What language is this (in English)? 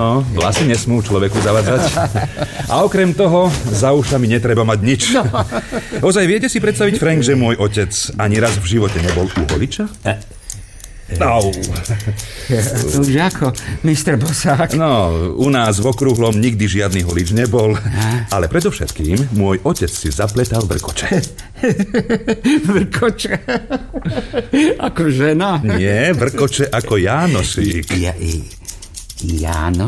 Slovak